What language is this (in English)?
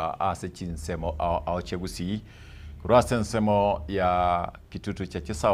Gusii